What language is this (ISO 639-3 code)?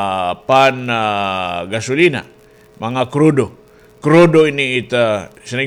war